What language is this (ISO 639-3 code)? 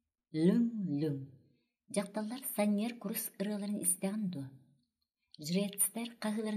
sah